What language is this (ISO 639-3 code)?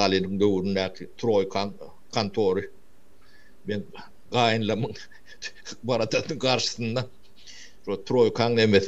tuk